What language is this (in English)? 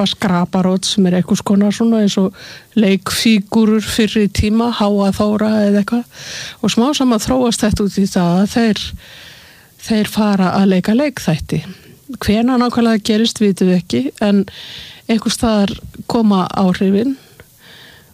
Icelandic